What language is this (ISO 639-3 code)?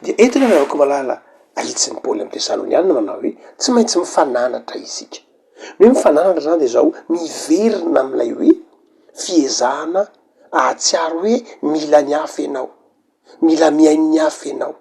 mlg